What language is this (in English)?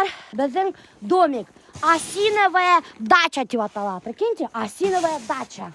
Bashkir